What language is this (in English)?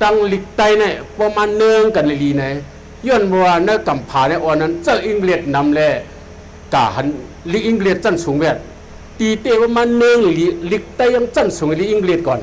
Shan